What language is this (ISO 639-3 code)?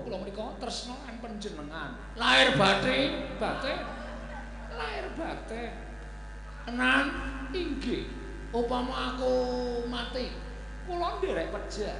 jav